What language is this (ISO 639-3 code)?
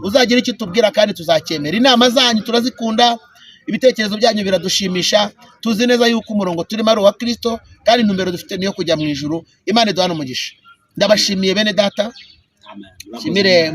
kin